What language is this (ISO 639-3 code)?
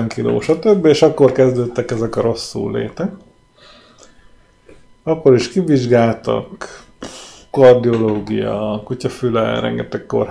hun